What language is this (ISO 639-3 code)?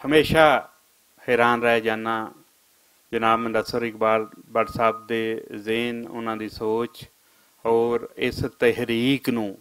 lah